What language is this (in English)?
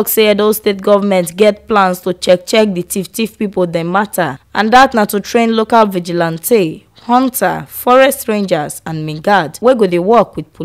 Nigerian Pidgin